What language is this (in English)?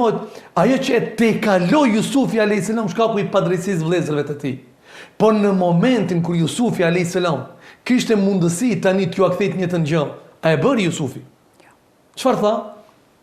Albanian